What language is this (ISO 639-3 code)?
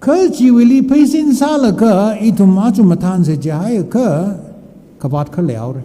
nmf